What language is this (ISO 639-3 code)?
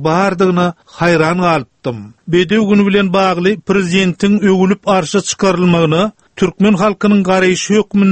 tuk